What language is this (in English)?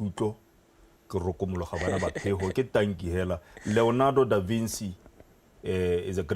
Tswana